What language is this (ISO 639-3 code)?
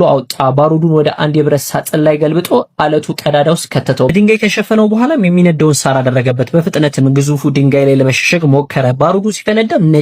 amh